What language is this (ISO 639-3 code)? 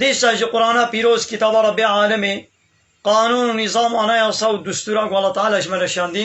kur